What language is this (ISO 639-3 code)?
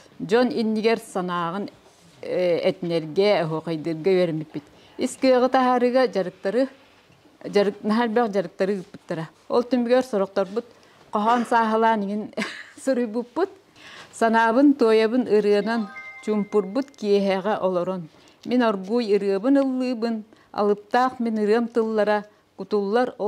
sah